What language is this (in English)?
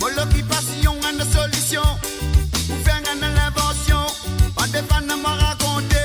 Morisyen